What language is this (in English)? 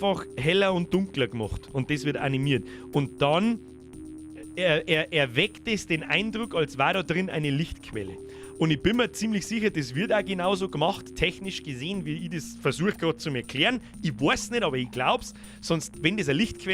Bavarian